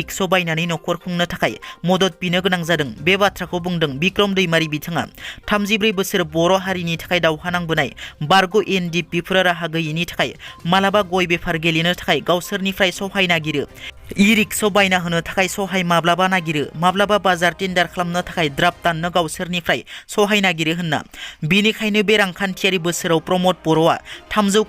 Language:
Bodo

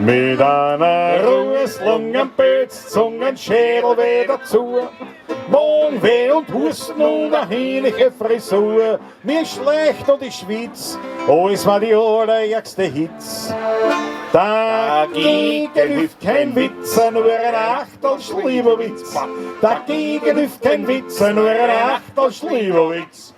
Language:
Bavarian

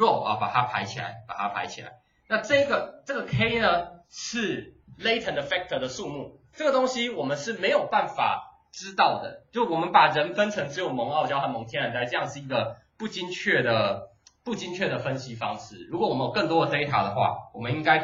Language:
Chinese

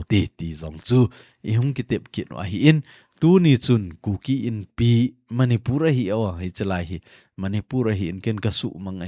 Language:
Thado Chin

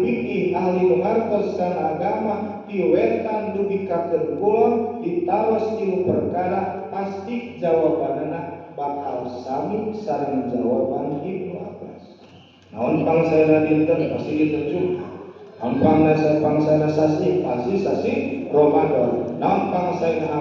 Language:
Sundanese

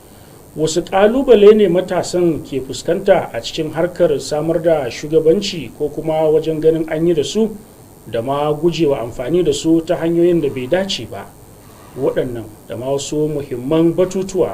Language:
Hausa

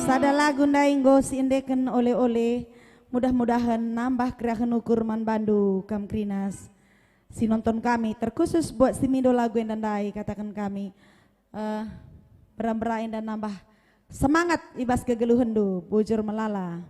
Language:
Batak Karo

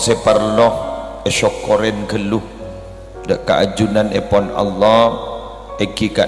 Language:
Madurese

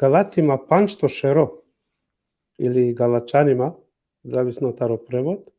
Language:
Balkan Romani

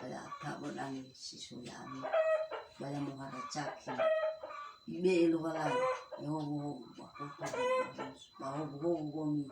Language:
Nias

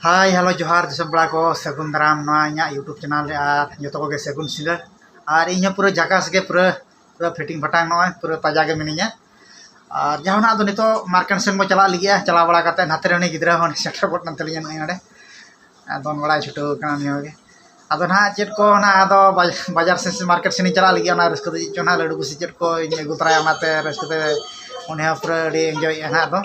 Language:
Santali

